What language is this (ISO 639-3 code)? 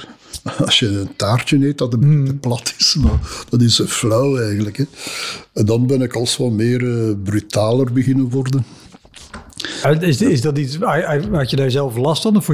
nld